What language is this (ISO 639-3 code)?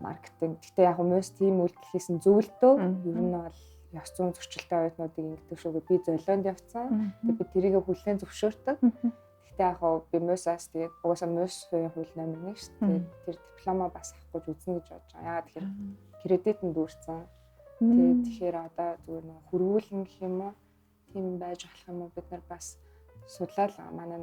mon